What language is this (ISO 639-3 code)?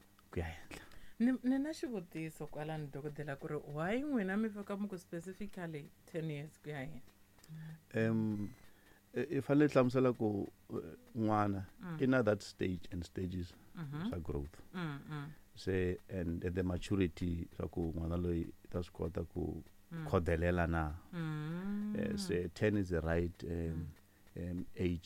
tso